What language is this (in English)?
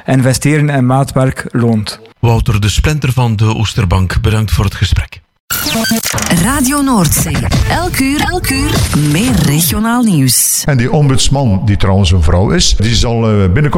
Dutch